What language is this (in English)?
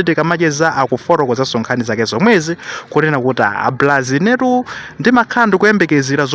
Nyanja